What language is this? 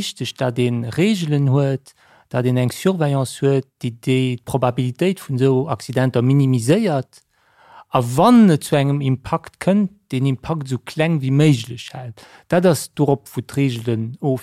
Luxembourgish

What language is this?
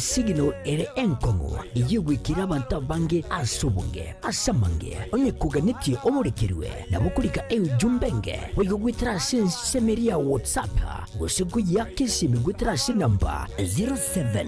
Gusii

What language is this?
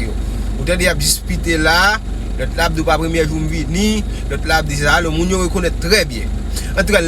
Haitian Creole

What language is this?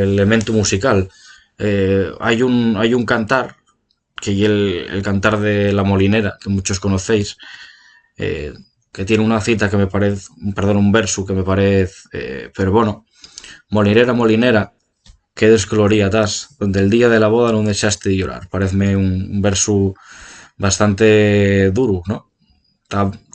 Asturian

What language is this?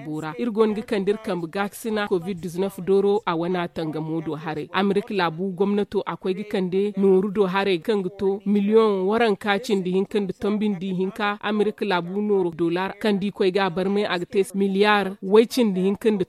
Zarma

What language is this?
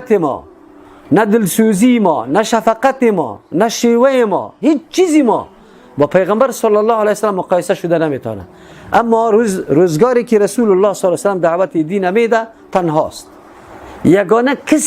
Persian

